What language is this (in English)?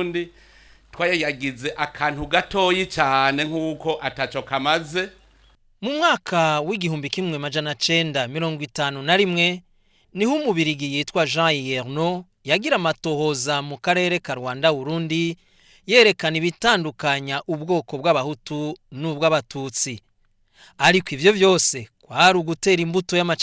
Rundi